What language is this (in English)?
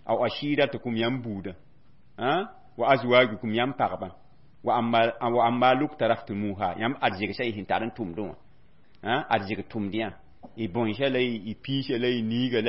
Mossi